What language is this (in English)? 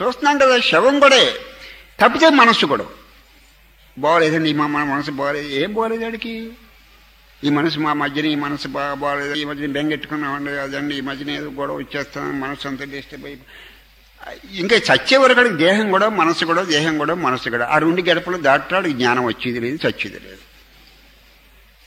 Telugu